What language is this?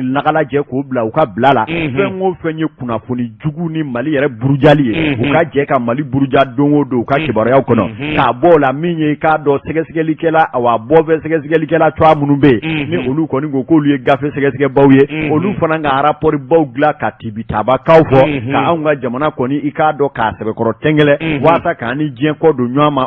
Bambara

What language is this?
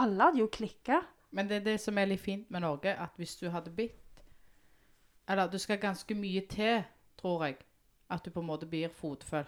Norwegian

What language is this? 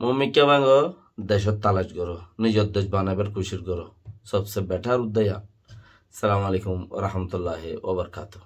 Rohingya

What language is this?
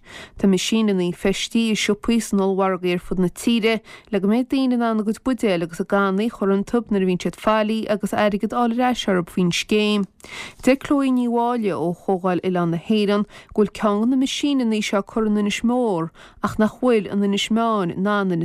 Irish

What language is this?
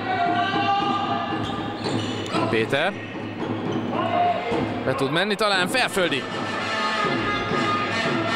Hungarian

